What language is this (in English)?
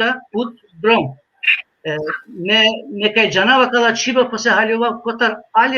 Balkan Romani